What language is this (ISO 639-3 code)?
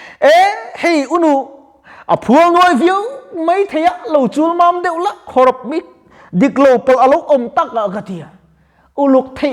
lus